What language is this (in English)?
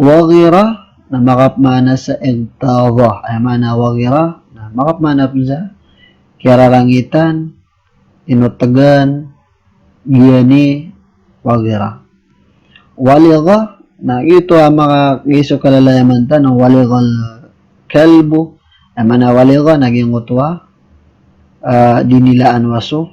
Maranao